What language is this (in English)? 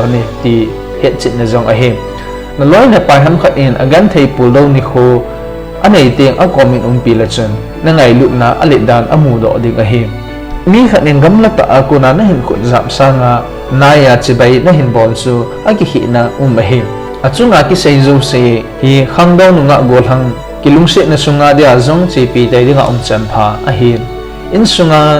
Thado Chin